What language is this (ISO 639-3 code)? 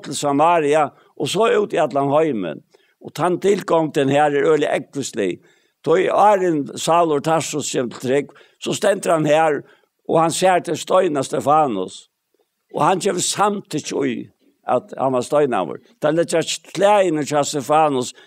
fao